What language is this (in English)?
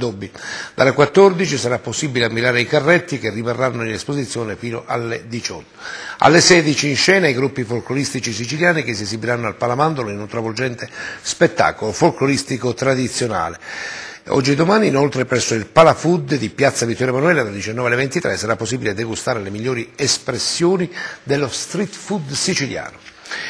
Italian